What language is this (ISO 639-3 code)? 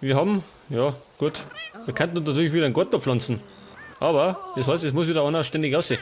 bar